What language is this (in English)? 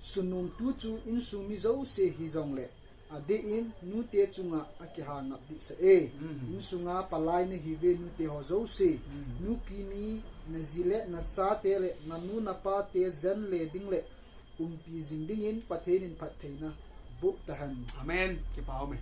Thado Chin